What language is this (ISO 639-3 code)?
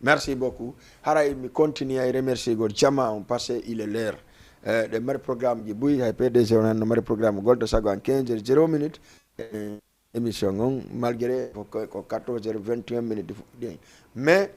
ful